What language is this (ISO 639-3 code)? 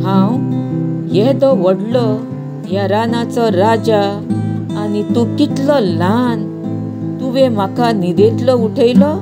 kok